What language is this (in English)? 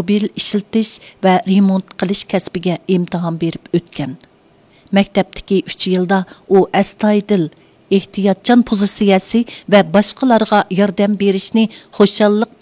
Uyghur